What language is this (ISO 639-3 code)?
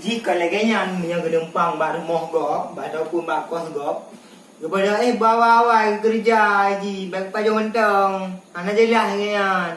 ace